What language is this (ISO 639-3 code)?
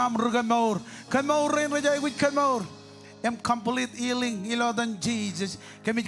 mah